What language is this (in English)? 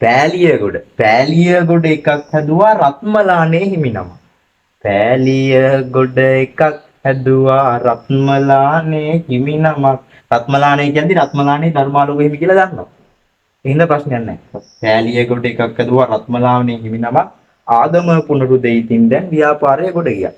Sinhala